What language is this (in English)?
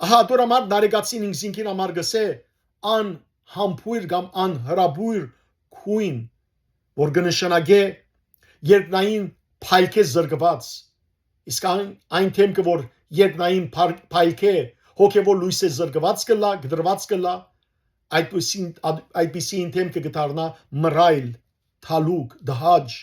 Western Armenian